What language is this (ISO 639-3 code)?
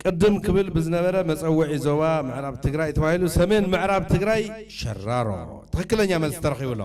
tir